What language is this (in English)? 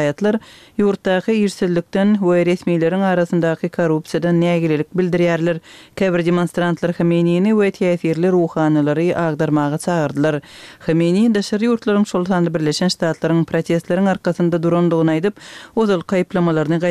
Kyrgyz